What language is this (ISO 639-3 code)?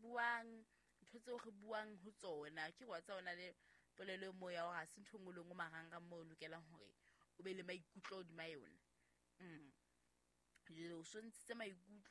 sot